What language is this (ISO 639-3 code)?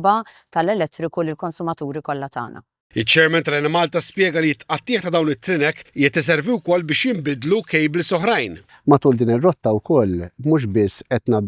mlt